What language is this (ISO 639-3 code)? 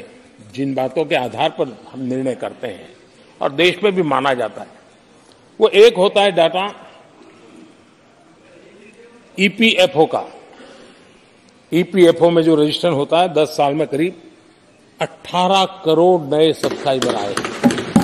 hin